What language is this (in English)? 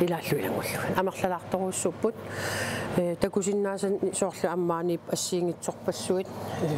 Kalaallisut